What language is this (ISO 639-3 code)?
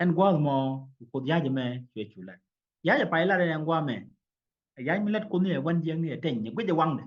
nus